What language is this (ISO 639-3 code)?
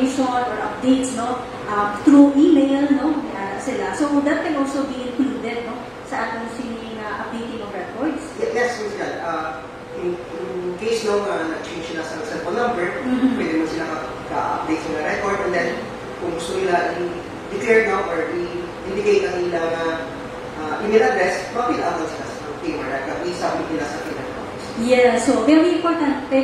hil